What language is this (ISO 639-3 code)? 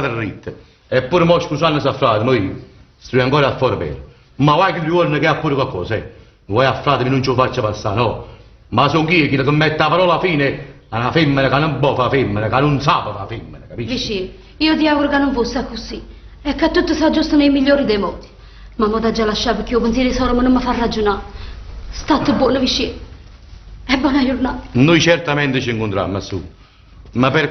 nap